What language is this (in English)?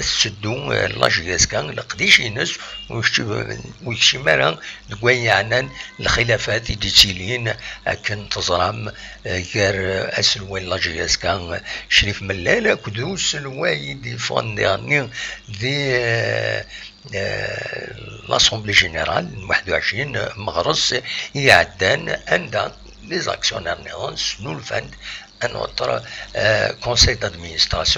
Kabyle